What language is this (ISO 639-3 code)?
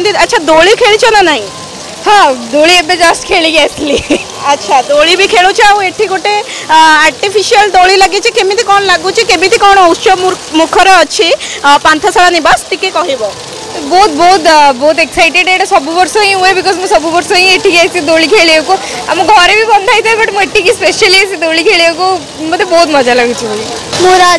ori